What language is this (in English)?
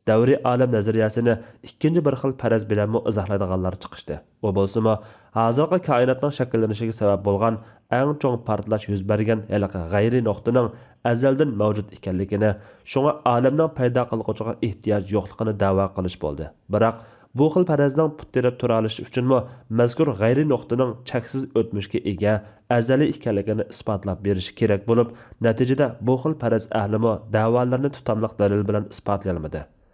Uyghur